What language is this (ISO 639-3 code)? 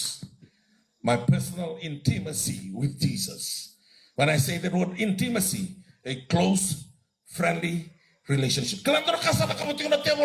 fij